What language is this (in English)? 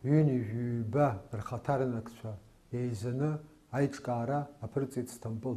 Abkhazian